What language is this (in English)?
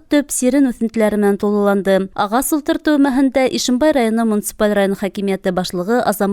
Bashkir